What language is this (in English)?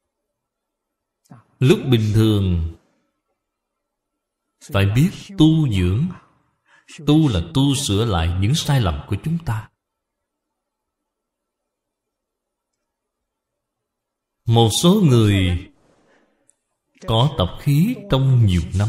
Vietnamese